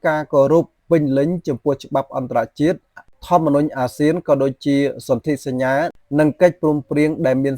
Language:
Khmer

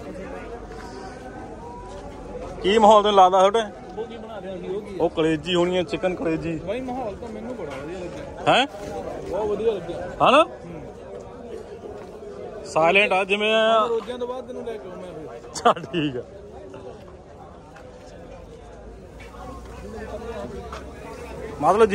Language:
Punjabi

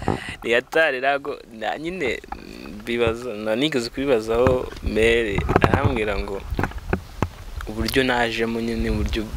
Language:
Kinyarwanda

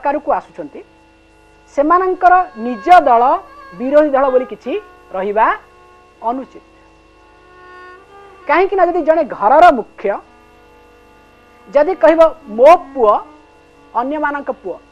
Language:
Odia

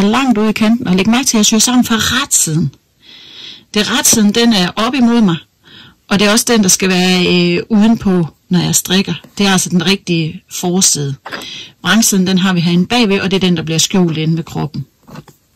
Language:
Danish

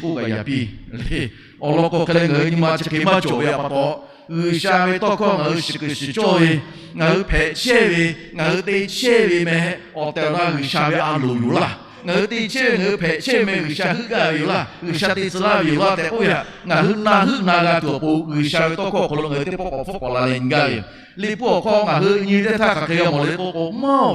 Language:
Lahu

